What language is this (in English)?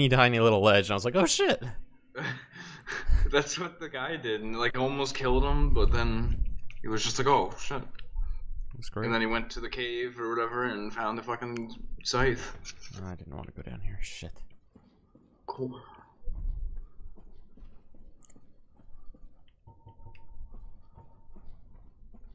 English